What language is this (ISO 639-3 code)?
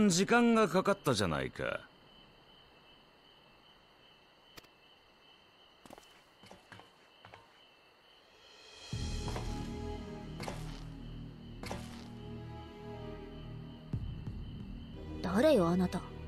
jpn